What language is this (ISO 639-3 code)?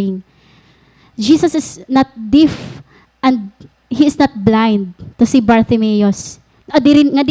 war